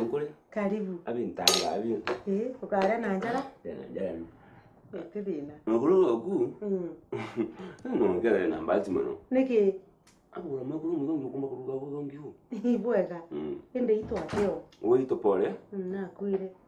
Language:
Meru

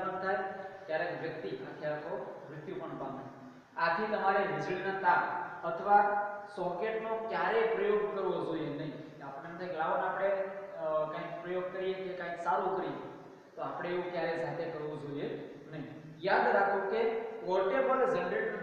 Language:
Gujarati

